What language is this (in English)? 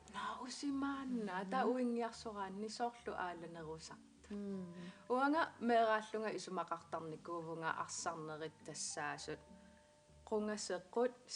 Kalaallisut